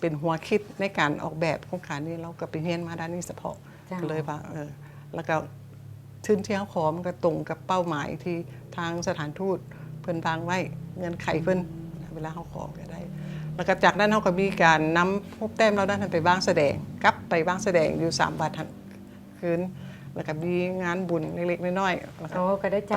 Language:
Lao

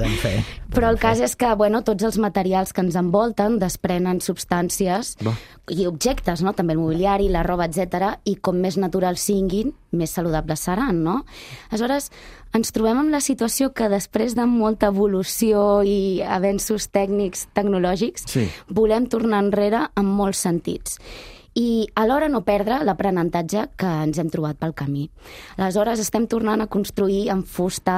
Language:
Catalan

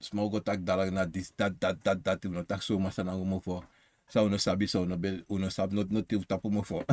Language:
Sranan Tongo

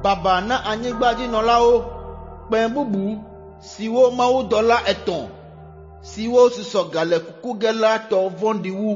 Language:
Ewe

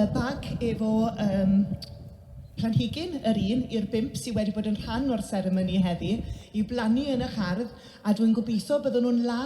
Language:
Welsh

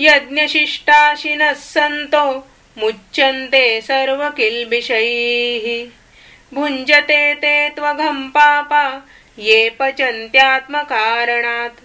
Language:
Sanskrit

